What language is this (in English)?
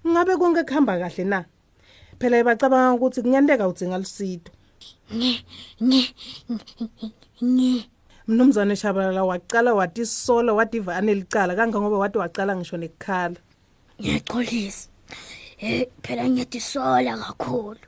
Swati